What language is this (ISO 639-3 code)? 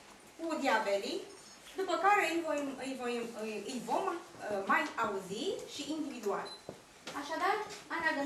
ron